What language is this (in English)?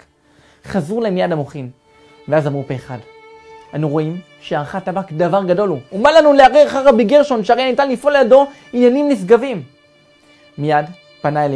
Hebrew